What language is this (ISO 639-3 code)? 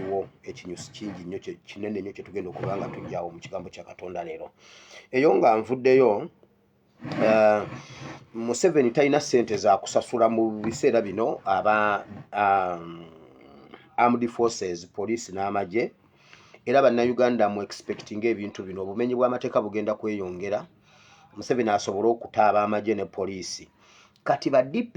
lug